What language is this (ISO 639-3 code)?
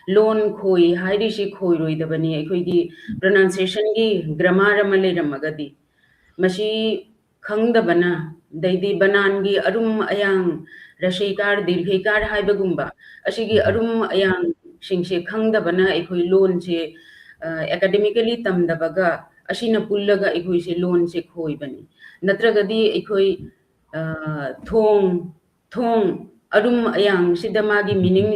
mni